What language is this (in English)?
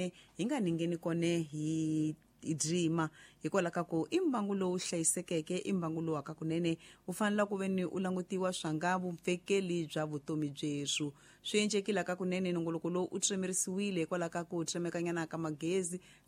Tsonga